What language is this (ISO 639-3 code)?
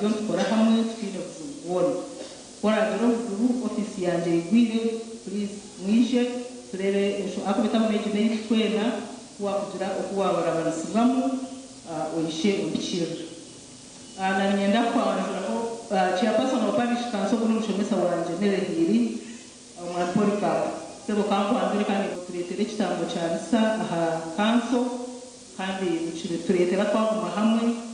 nyn